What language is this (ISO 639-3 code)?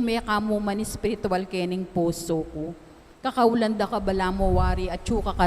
pam